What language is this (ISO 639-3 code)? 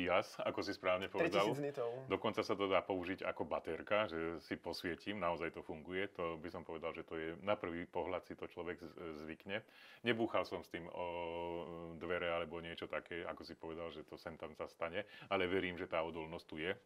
slk